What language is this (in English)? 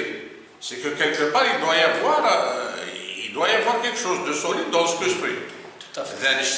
Kabyle